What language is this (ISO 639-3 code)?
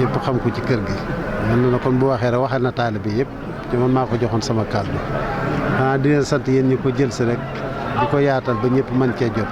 wol